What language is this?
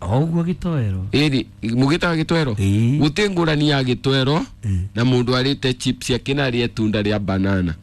Kikuyu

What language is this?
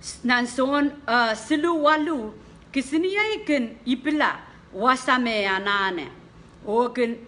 Pohnpeian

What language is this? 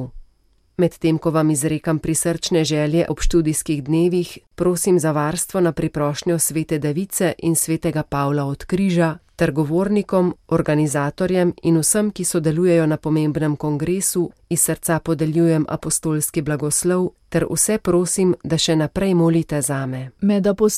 Slovenian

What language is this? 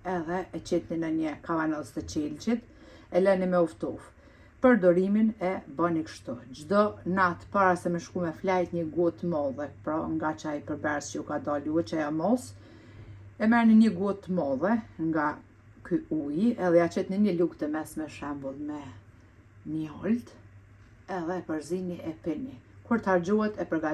Albanian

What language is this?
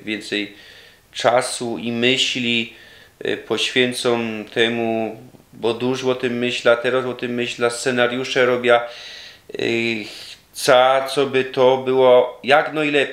Silesian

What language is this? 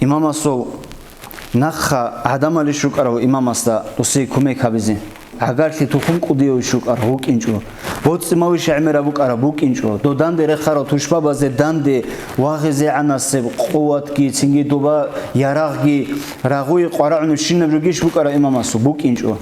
Avaric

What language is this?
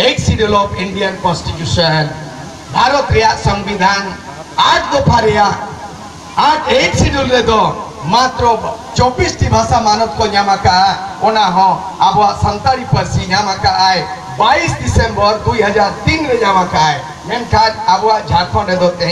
Santali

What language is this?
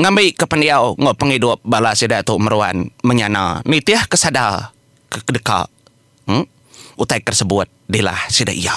Iban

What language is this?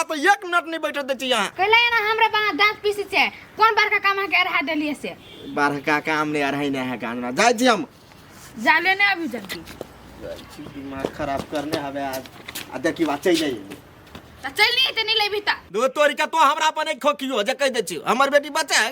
Maithili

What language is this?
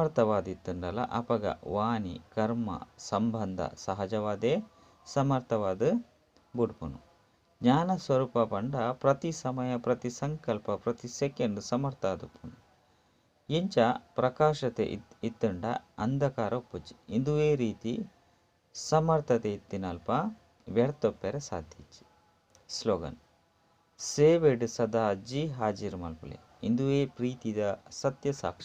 Tulu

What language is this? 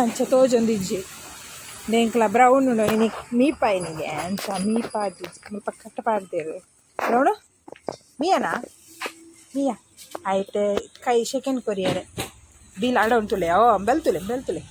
Tulu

